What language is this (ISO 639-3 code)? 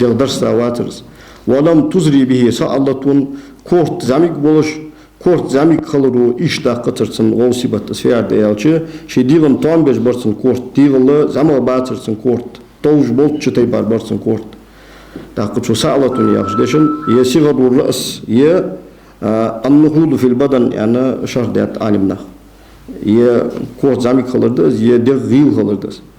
inh